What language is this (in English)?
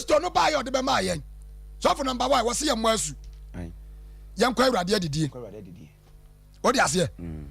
Akan